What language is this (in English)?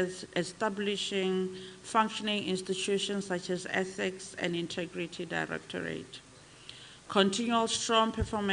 Tswana